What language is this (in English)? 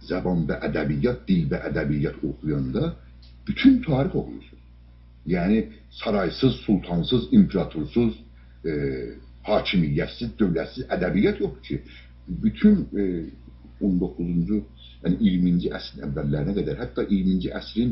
South Azerbaijani